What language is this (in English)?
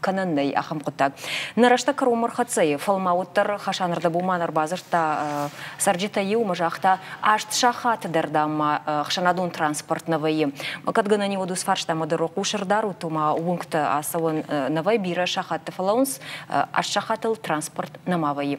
Ossetic